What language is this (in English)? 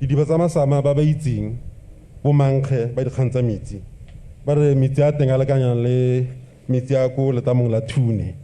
Tswana